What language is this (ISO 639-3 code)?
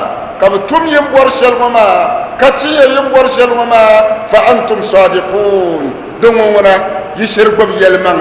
dag